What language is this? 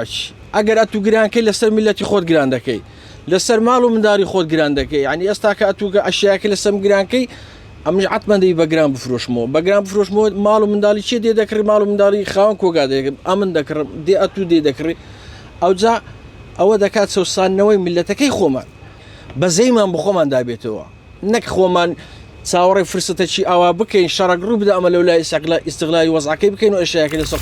Central Kurdish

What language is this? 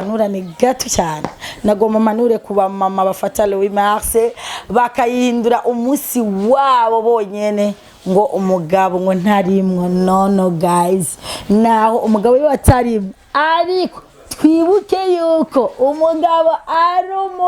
Rundi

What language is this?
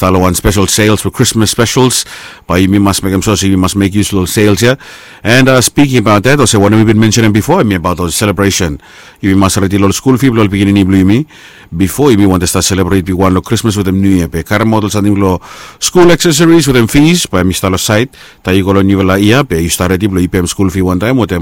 Bislama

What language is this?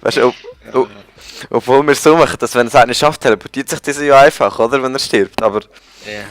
Swiss German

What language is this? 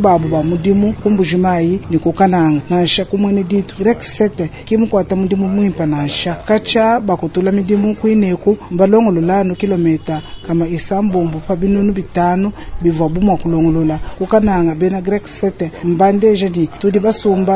Luba-Lulua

